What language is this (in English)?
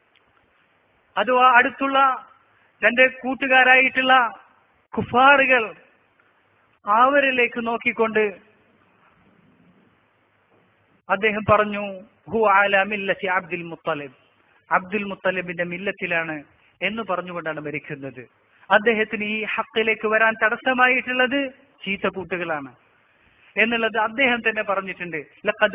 Malayalam